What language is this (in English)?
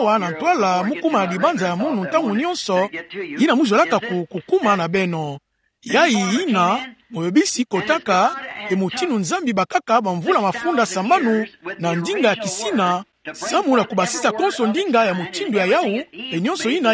Kituba (Democratic Republic of Congo)